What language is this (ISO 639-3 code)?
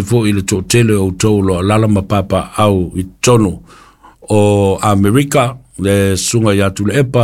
smo